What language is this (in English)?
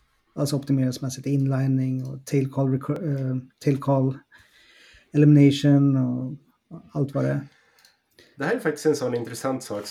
Swedish